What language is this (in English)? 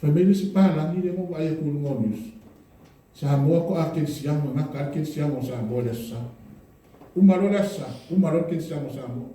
Samoan